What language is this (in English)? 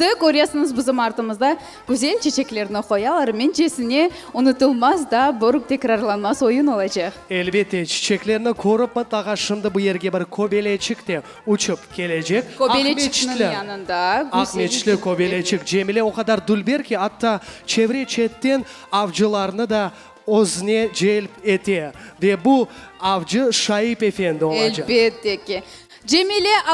Crimean Tatar